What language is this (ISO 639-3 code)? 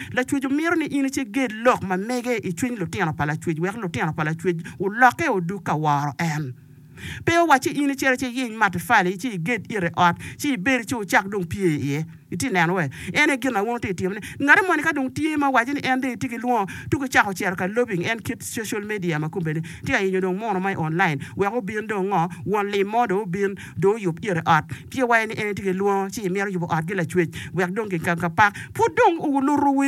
ach